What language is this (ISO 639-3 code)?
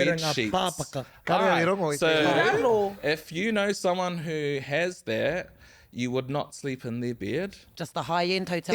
mri